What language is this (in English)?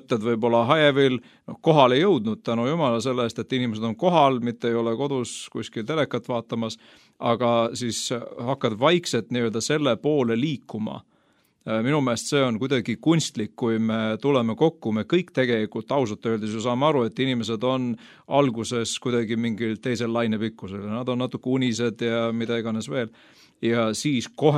Estonian